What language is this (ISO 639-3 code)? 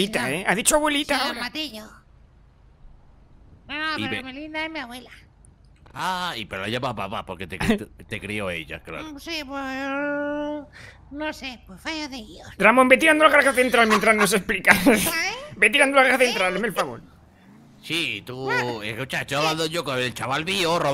spa